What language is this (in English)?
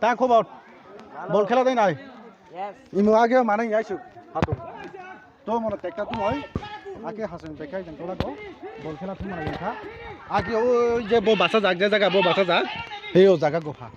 Kok Borok